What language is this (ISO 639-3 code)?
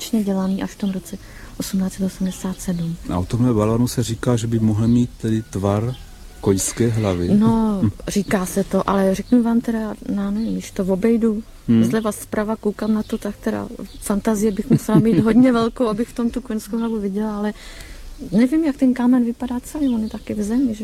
ces